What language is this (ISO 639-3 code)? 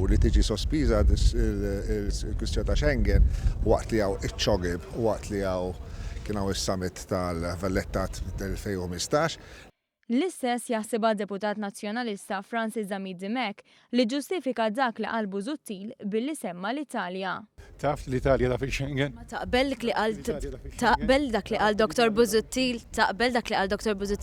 mlt